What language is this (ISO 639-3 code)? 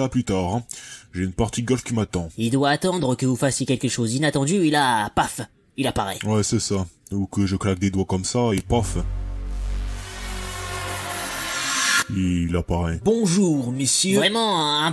fra